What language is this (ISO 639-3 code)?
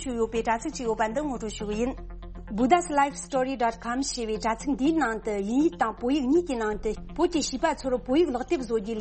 bod